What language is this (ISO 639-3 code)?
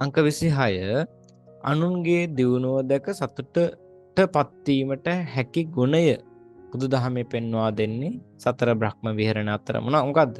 sin